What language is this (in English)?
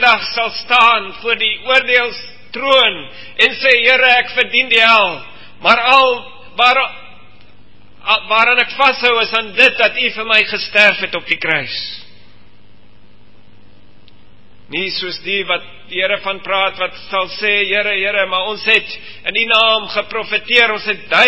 Afrikaans